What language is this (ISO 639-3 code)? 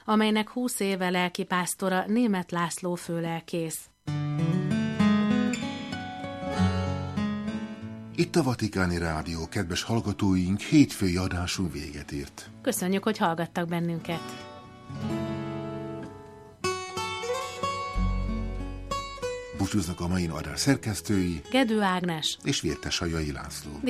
hun